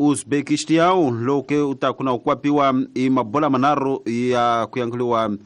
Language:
Tsonga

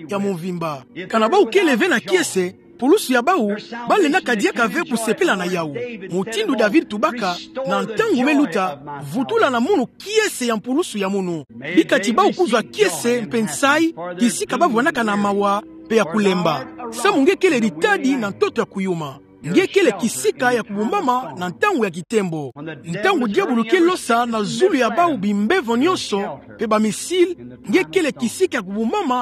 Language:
Kituba (Democratic Republic of Congo)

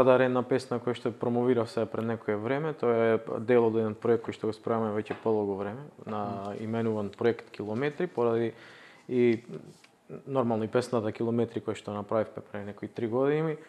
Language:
Macedonian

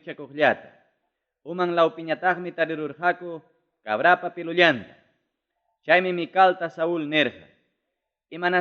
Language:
Ayacucho Quechua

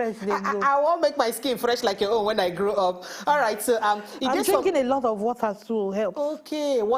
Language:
Nigerian Pidgin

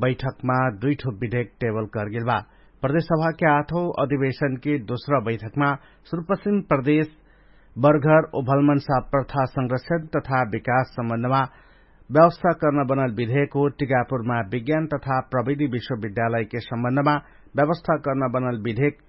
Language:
Dangaura Tharu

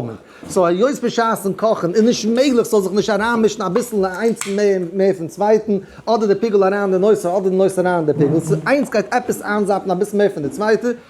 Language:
Yiddish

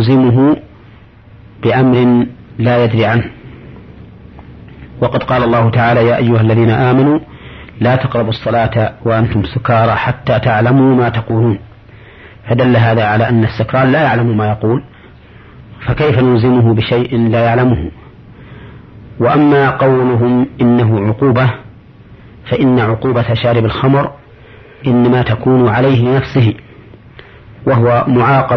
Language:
Arabic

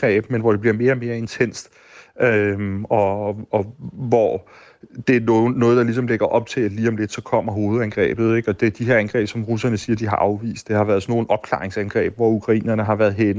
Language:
Danish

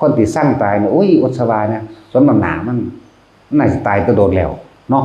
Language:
Northeastern Thai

